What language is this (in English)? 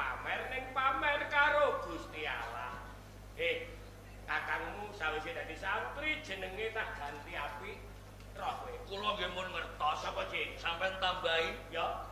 Javanese